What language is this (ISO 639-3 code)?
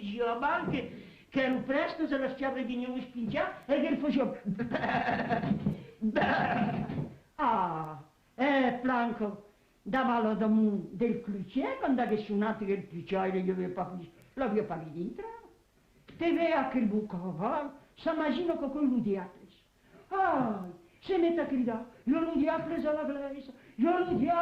oci